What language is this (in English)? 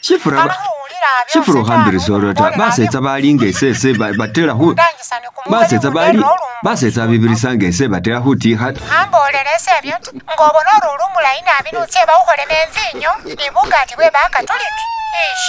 Masaaba